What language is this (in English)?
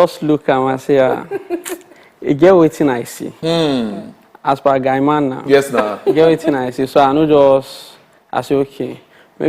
Nigerian Pidgin